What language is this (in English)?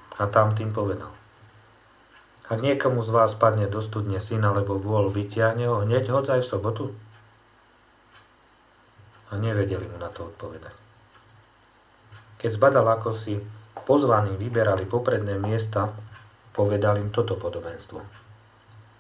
Slovak